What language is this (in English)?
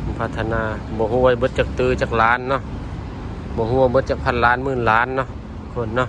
Lao